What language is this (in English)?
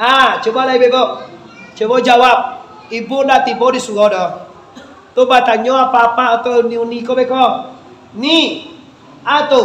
Minangkabau